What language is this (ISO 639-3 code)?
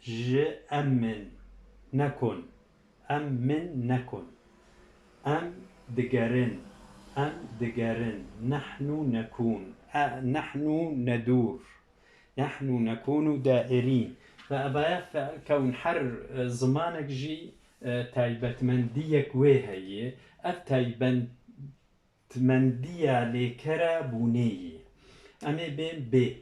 kur